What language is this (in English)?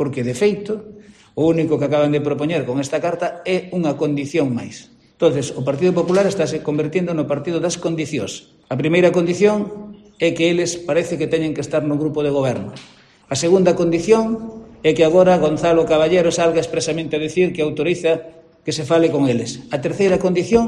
Galician